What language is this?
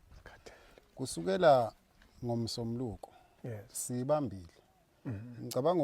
Zulu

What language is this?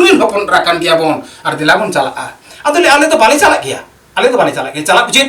Santali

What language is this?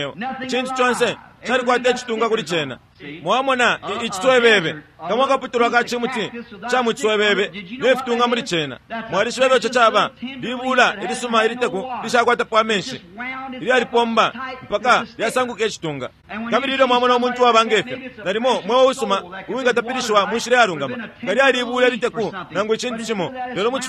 Bemba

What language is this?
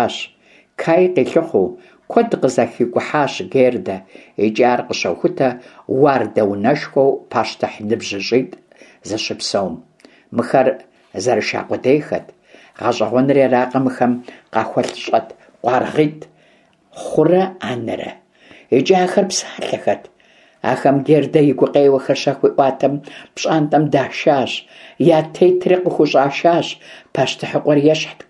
Kabardian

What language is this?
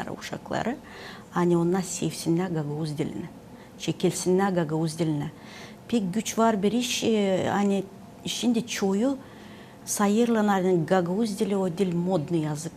Gagauz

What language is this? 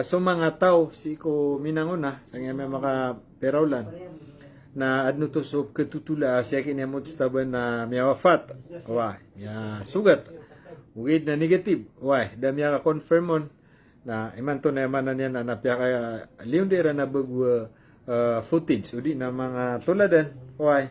Maranao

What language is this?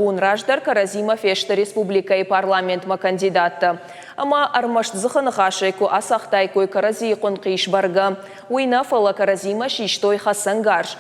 Ossetic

